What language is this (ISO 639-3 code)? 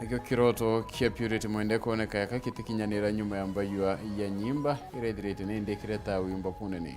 mer